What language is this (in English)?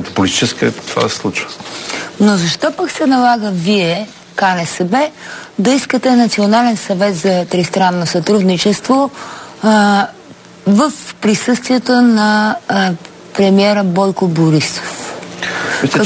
Bulgarian